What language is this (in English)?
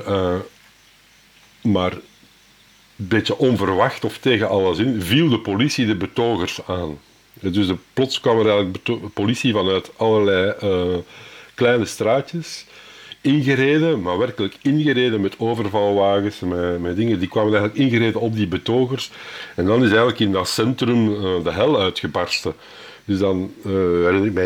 Dutch